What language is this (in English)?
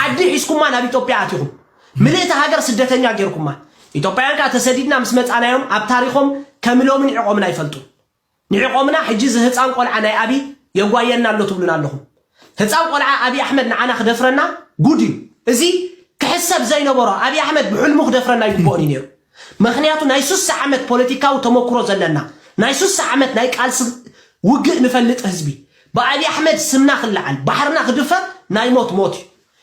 Tigrinya